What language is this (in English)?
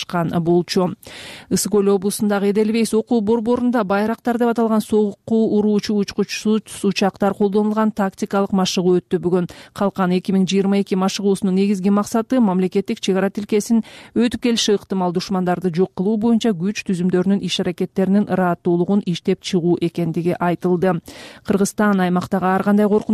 Kyrgyz